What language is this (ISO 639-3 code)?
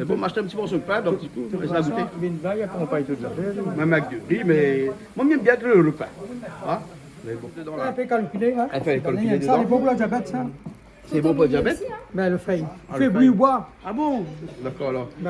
rcf